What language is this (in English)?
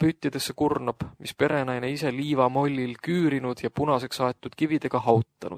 Estonian